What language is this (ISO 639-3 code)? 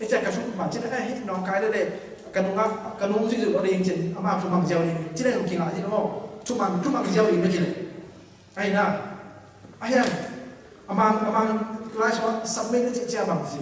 ctd